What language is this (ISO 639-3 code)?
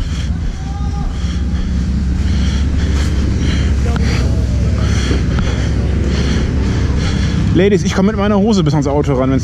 deu